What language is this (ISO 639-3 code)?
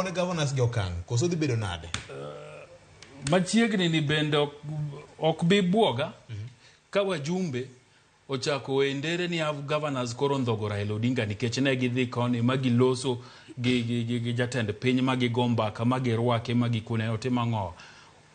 luo